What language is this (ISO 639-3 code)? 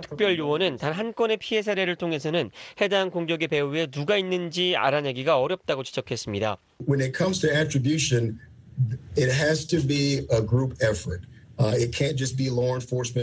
kor